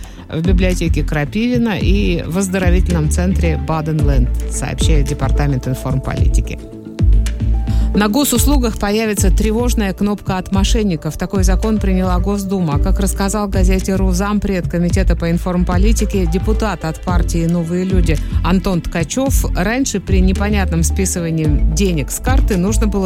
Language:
Russian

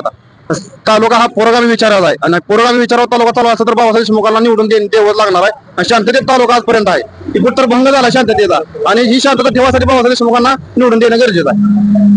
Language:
Marathi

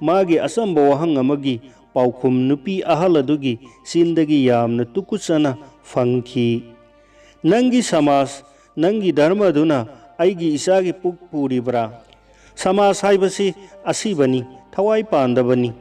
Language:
Manipuri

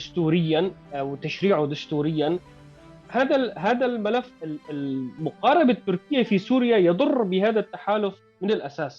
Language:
North Levantine Arabic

